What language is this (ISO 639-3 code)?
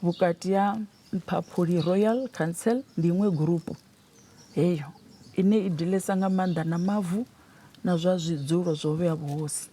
ven